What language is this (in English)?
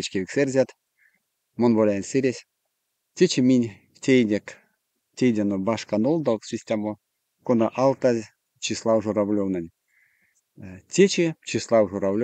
Erzya